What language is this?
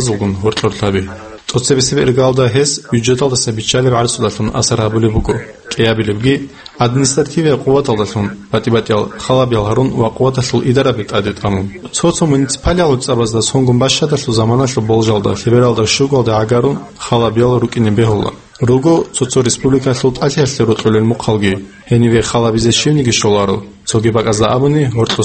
Avaric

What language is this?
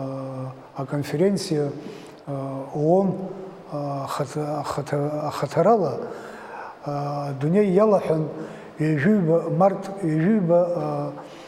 Abkhazian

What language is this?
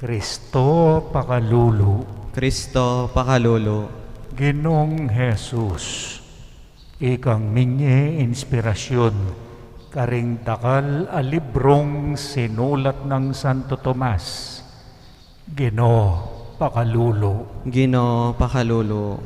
Pampanga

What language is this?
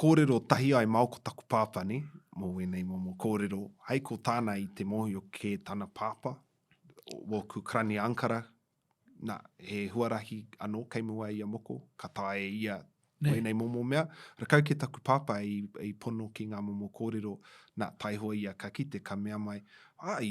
Māori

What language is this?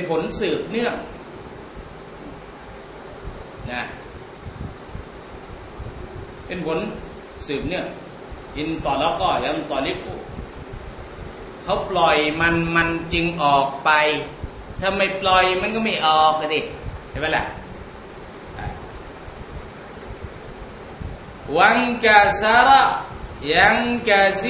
Thai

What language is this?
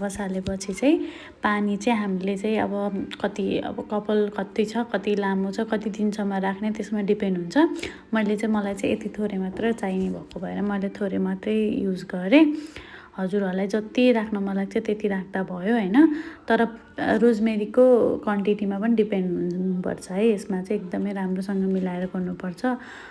Nepali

